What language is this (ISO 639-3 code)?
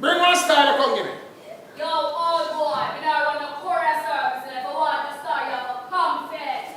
jam